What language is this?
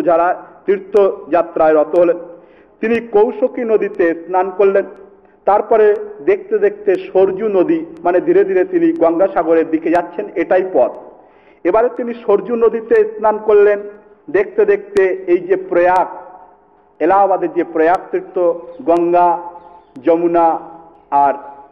Bangla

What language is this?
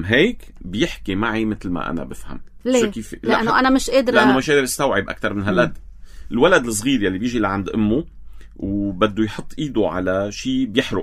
North Levantine Arabic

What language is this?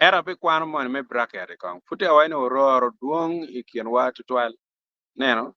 Acoli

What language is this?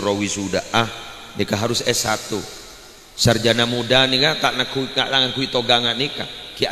Madurese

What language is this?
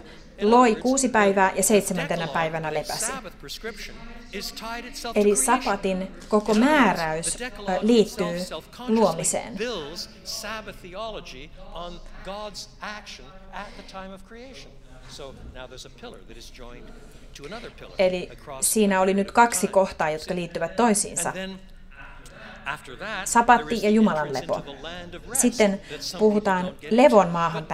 Finnish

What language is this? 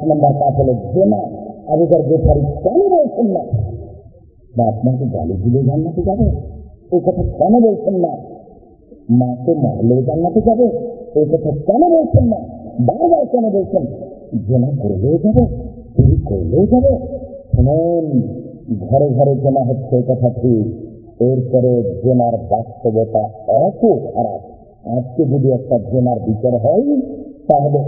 Bangla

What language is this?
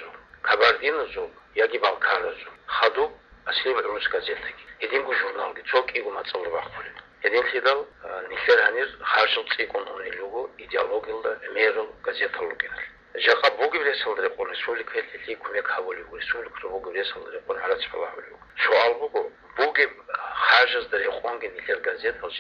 Avaric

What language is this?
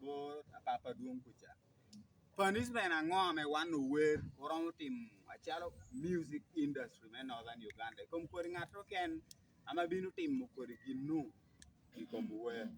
Acoli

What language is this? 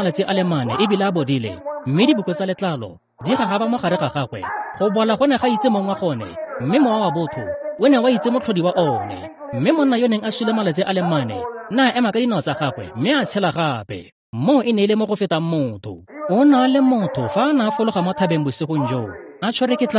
Tswana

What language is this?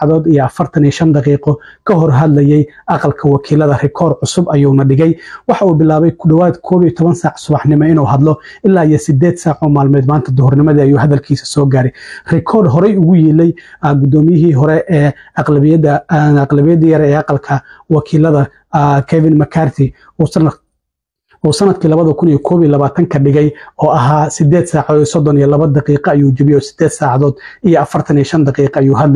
Somali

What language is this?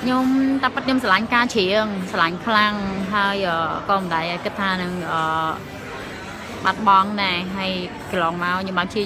Khmer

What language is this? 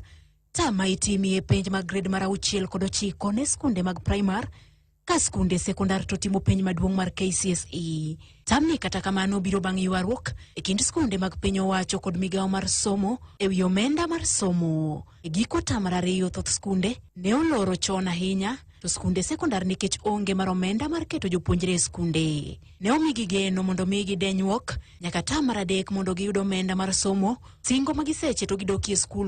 Luo (Kenya and Tanzania)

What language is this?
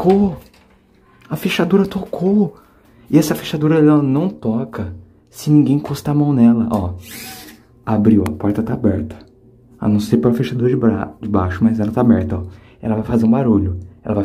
Portuguese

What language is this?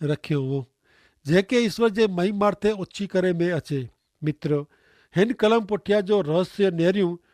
Kachhi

